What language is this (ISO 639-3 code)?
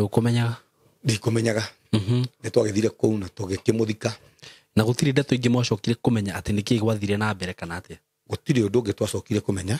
kik